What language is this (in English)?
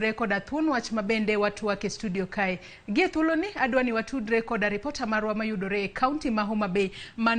Luo (Kenya and Tanzania)